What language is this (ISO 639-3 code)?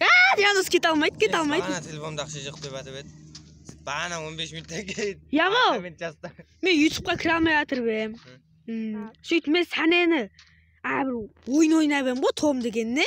kaa